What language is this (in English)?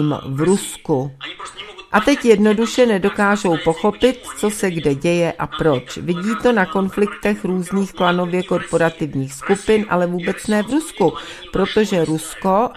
Czech